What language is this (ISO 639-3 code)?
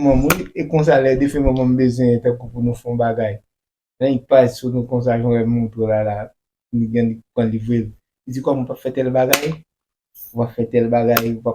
hat